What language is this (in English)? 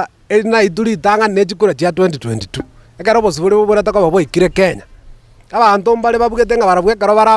Gusii